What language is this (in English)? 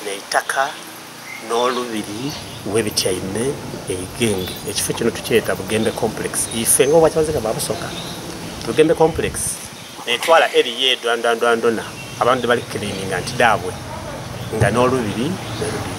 Soga